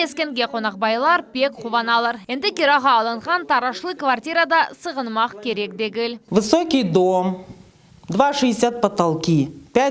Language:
Crimean Tatar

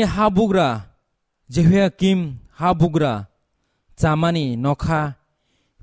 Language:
Kok Borok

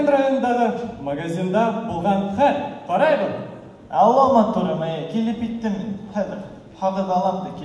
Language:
Bashkir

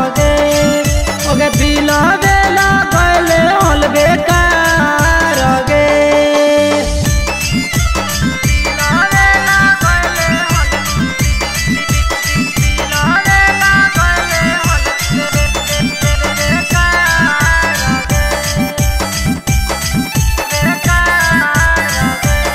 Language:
Magahi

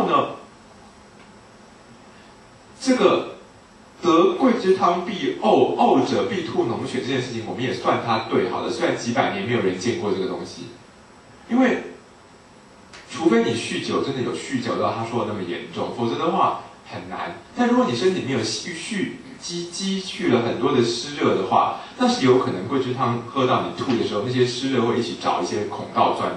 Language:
Chinese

